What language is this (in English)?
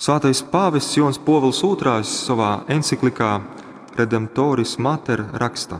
Latgalian